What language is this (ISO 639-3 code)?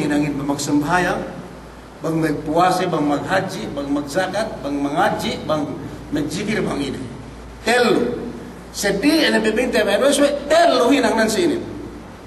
yka